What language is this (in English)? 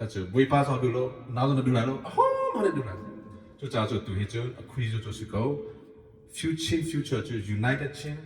Hakha Chin